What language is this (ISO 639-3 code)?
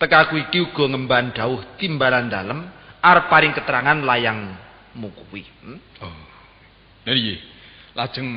jav